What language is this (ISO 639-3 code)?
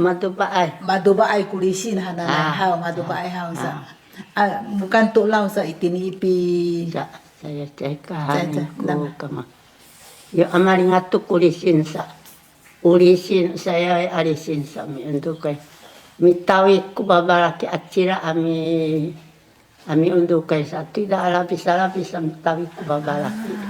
szy